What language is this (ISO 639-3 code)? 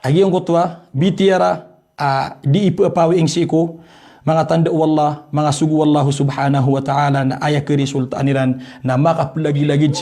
mrw